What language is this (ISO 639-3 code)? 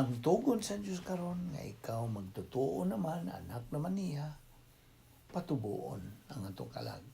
ceb